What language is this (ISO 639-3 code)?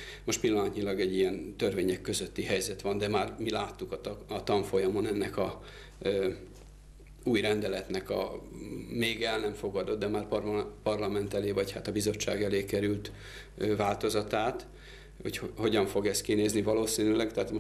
hun